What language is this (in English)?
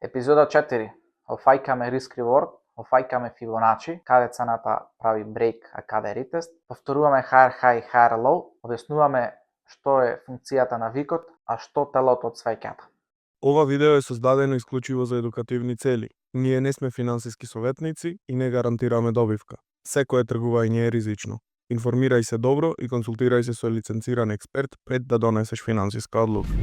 Macedonian